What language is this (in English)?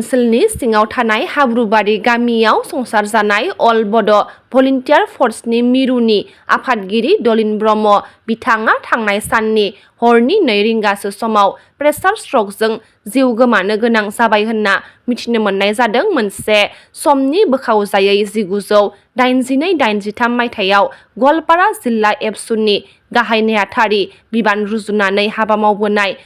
Bodo